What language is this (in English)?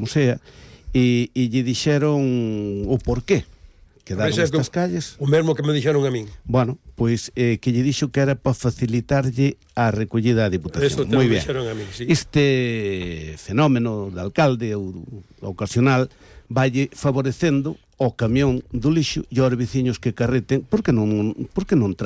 Galician